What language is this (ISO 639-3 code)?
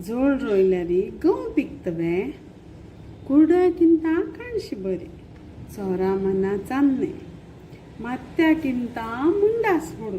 kok